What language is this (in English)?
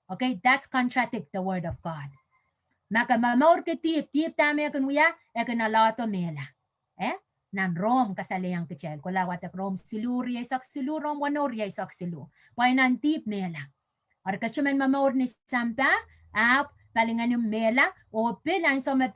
Pohnpeian